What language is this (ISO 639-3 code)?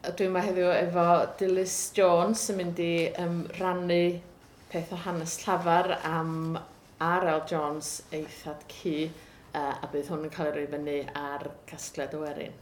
cym